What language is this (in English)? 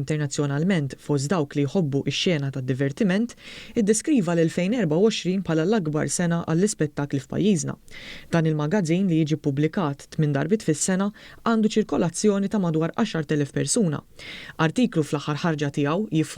Maltese